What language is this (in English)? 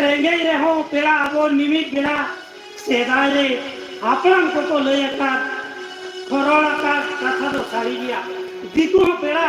Santali